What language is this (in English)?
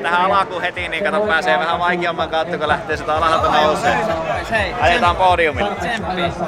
Finnish